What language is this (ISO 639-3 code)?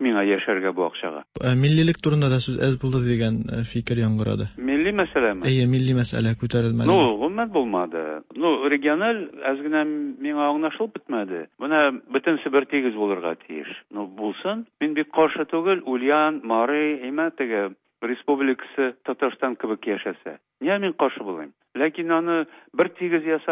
tat